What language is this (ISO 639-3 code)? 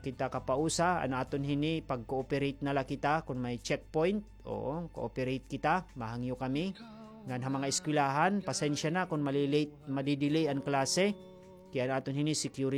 war